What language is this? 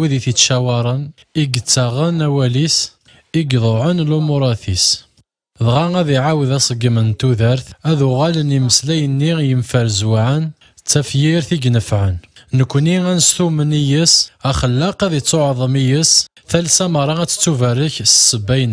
Kabyle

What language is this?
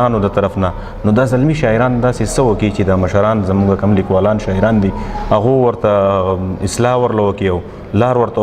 Pashto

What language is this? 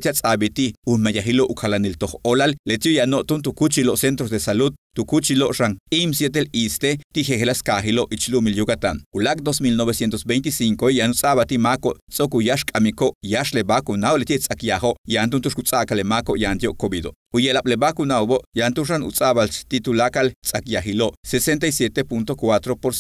Yucateco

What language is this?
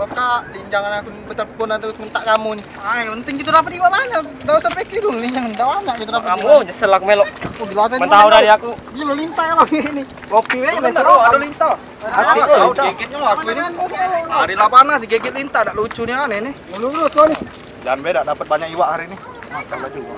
Musi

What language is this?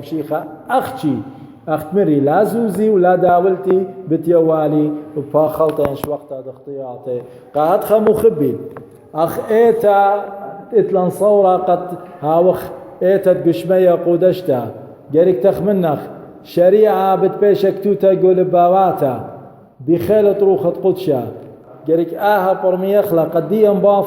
Assyrian Neo-Aramaic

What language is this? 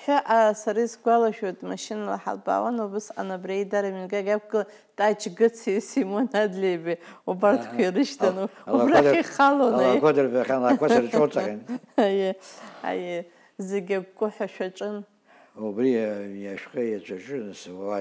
Abkhazian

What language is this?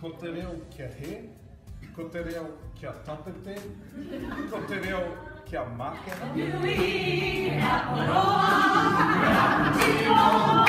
Māori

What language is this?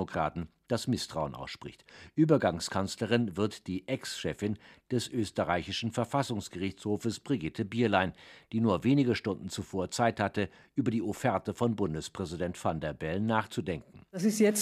German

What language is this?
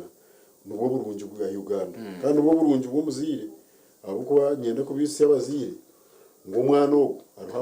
Nyankole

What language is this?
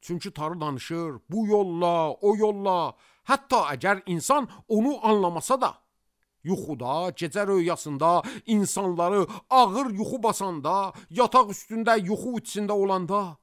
Azerbaijani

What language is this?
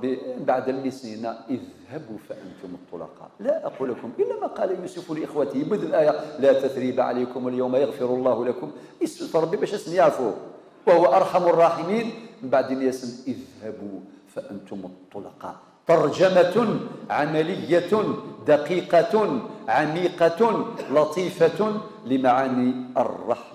Kabyle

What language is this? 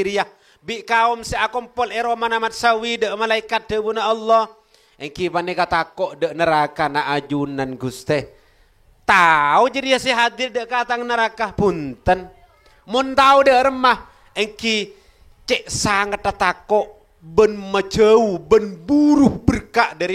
Madurese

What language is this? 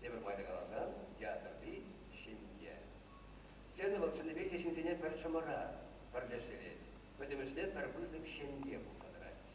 Chuvash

